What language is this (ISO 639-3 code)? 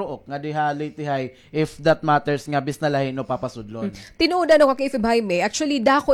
war